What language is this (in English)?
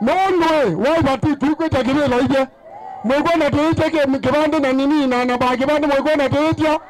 Kamba